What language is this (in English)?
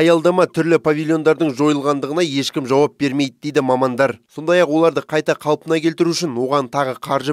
Kazakh